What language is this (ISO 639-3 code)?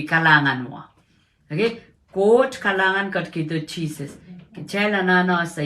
pon